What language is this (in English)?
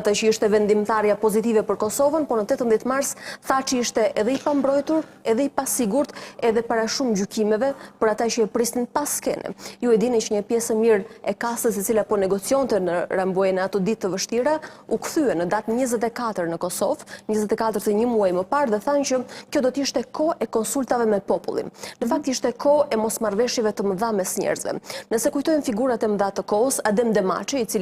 Albanian